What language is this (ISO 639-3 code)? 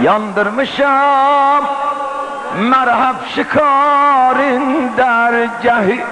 azb